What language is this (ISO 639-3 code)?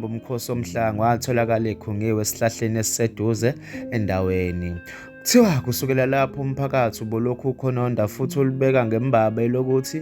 zul